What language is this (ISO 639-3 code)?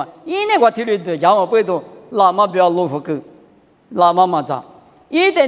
lis